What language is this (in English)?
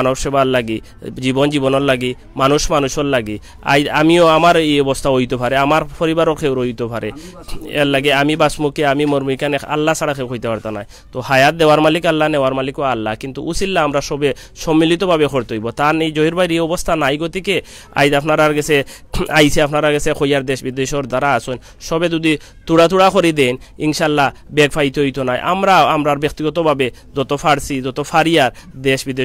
Sylheti